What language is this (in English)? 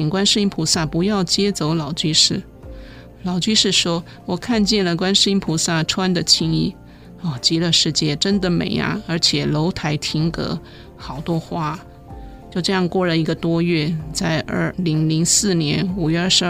Chinese